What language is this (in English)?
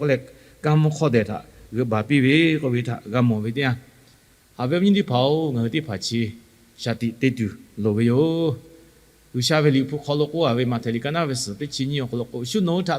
Lahu